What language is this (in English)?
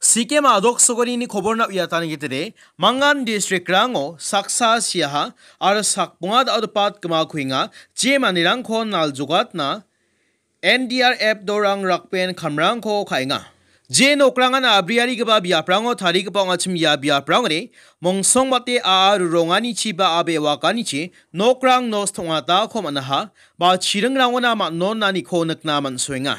Garo